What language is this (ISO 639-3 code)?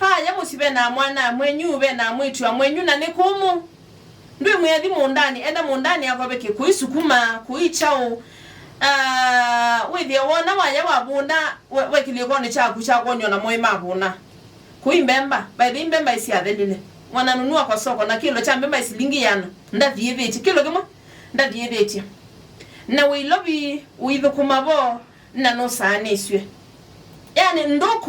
kam